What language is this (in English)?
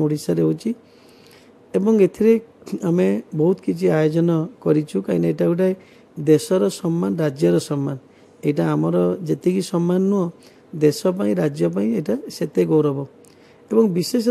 Odia